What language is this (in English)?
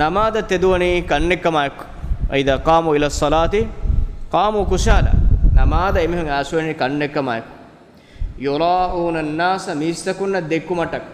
Divehi